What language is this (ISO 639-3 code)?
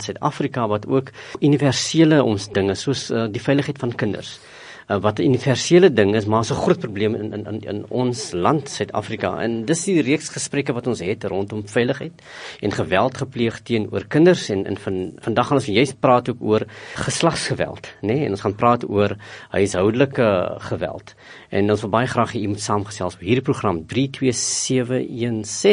afr